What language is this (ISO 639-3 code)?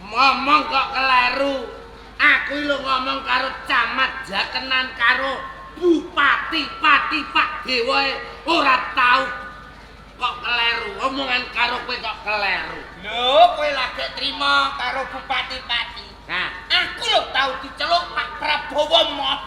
jav